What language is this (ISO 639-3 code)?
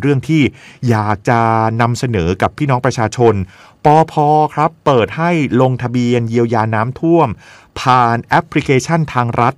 tha